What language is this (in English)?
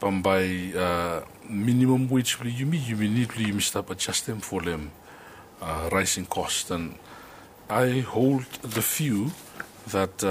Bislama